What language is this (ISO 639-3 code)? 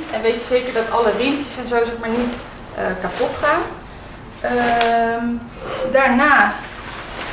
nld